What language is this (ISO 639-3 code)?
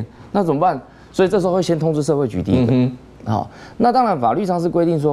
zho